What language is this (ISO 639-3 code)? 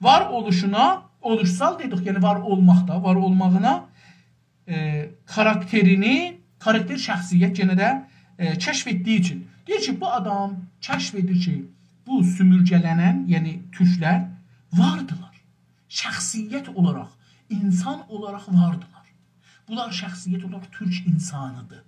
azb